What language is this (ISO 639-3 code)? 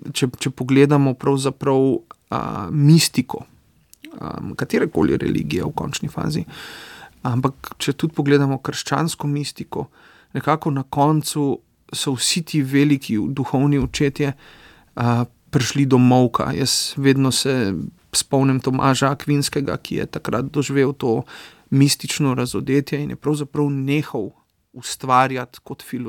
slv